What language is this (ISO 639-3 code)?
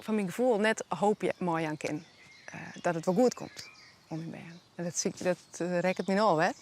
fry